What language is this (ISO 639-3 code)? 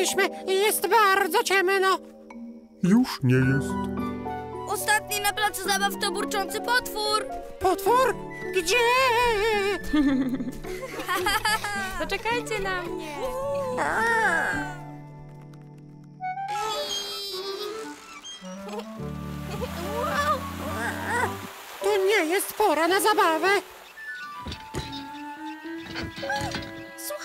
pol